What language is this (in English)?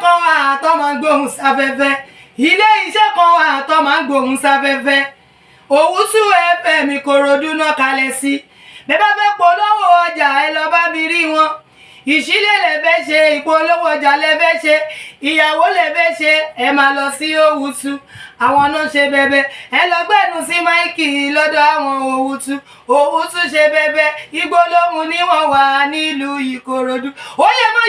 Yoruba